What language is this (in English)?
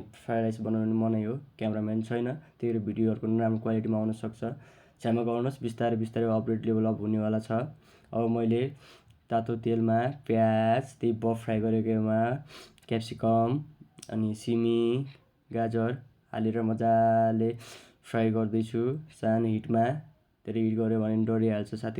Nepali